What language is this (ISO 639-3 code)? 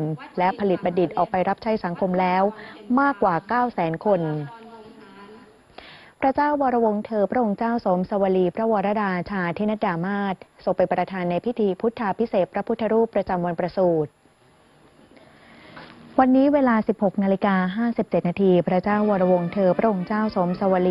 tha